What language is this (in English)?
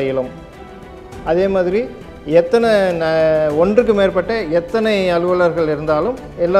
Tamil